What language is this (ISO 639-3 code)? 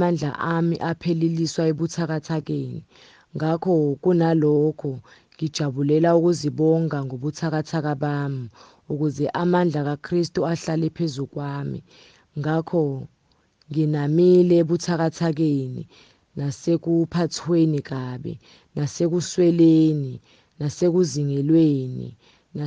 zul